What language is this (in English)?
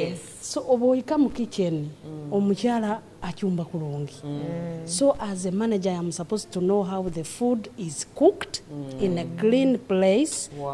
Nyoro